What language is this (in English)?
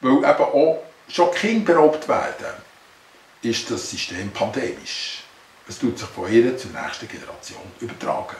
Swiss German